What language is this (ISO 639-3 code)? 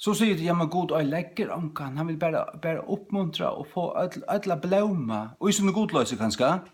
fao